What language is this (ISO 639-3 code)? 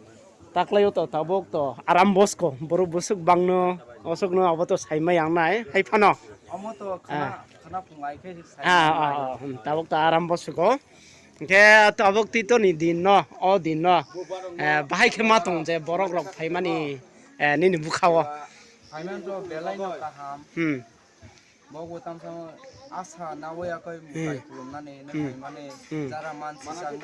ria